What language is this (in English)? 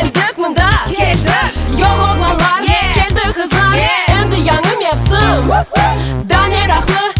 Crimean Tatar